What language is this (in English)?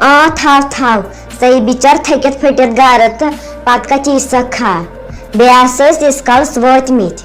Kashmiri